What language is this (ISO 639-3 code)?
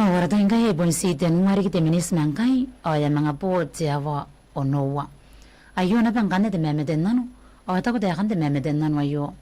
gil